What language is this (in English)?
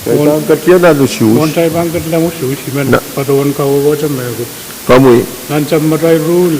Pohnpeian